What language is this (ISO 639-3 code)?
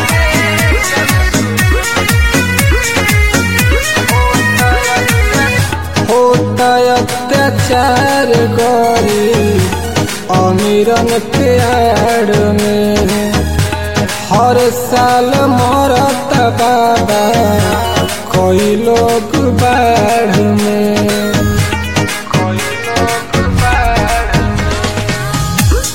bho